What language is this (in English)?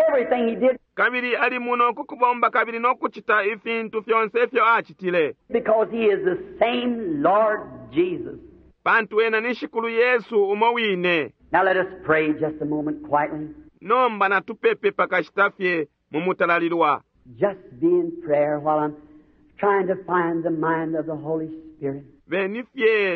Bemba